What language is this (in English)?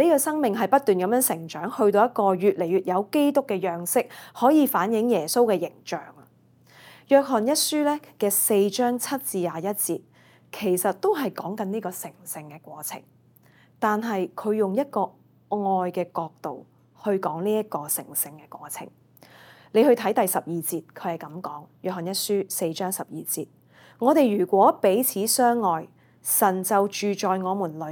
Cantonese